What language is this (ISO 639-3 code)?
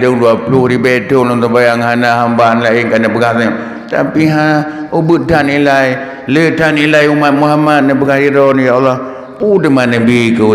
ace